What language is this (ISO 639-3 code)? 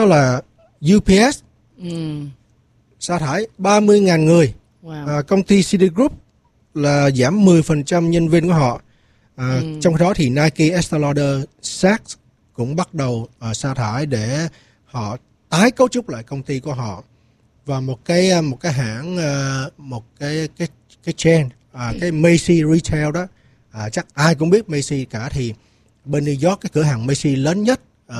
vie